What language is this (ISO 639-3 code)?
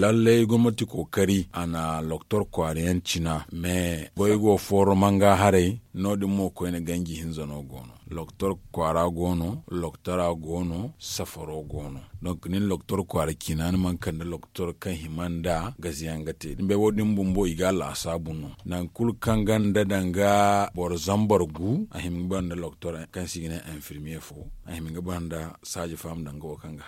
dje